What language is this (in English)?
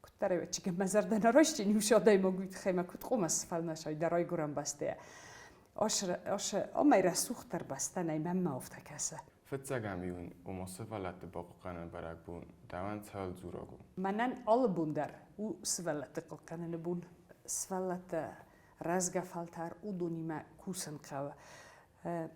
Ossetic